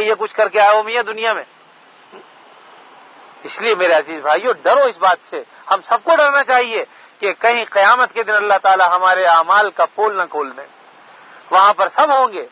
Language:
Urdu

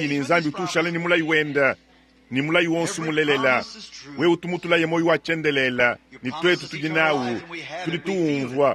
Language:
Luba-Lulua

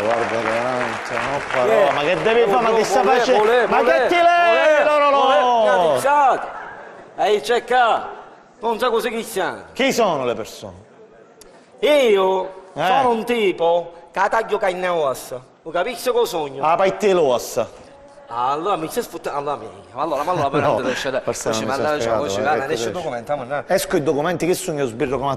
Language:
Sicilian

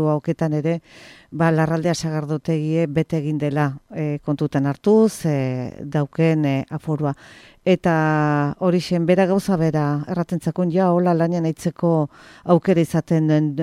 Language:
Basque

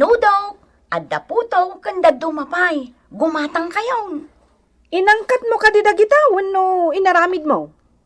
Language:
Iloko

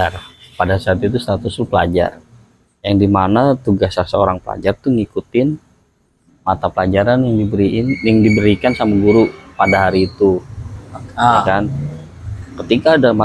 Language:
Betawi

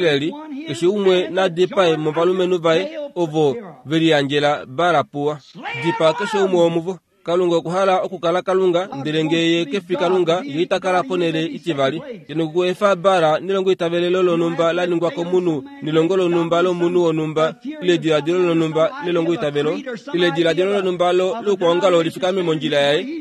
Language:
Kuanyama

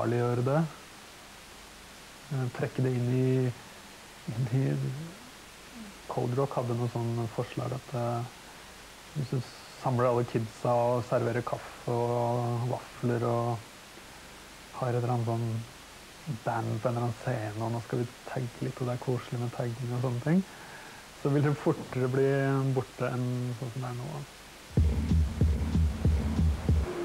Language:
Norwegian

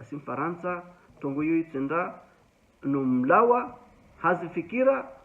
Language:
Ngazidja Comorian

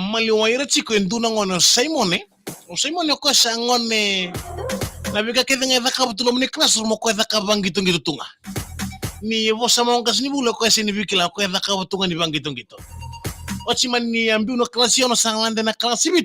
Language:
Fijian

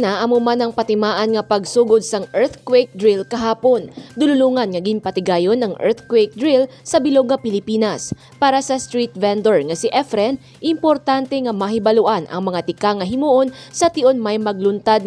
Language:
Hiligaynon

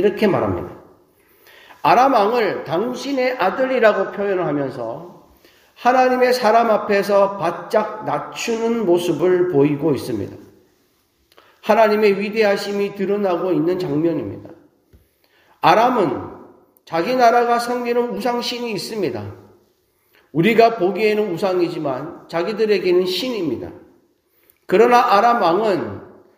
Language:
Korean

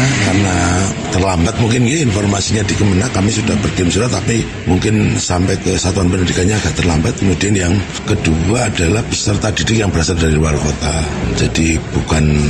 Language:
Indonesian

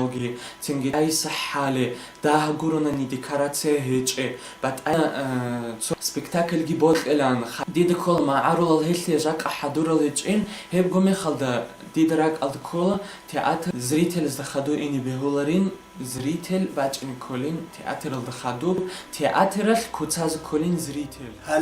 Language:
Avaric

